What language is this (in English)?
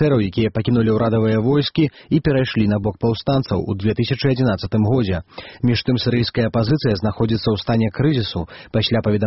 Belarusian